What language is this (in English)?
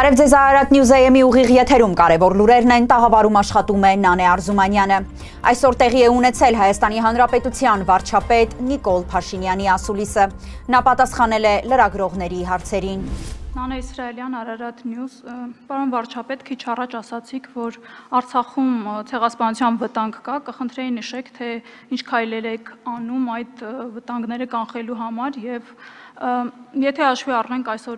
Armenian